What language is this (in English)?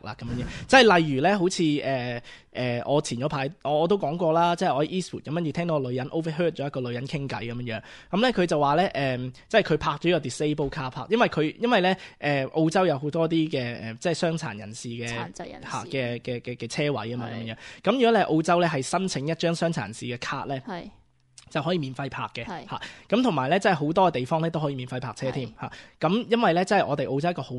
Cantonese